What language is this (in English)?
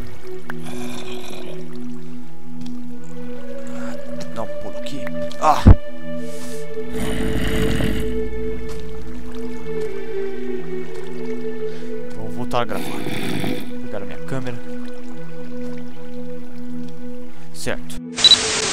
Portuguese